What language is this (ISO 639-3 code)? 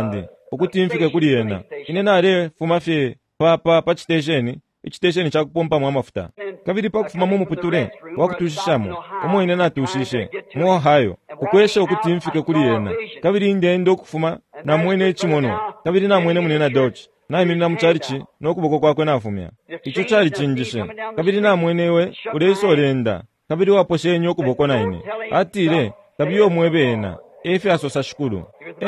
bem